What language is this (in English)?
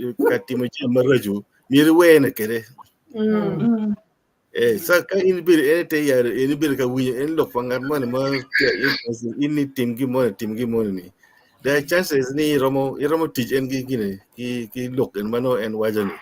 Acoli